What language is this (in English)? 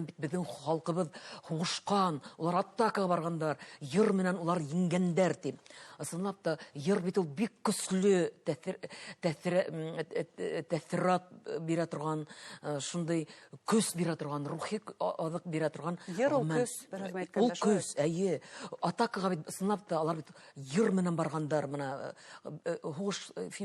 Bashkir